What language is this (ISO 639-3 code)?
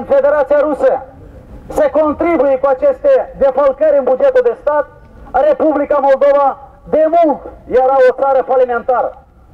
ron